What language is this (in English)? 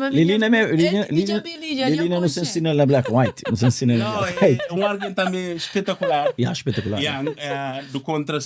Kabuverdianu